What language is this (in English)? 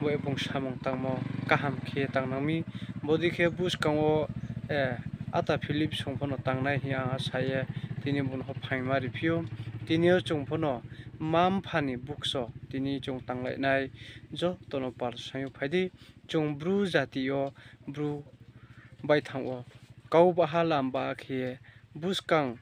Riang (India)